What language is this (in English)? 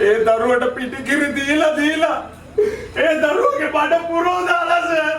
Sinhala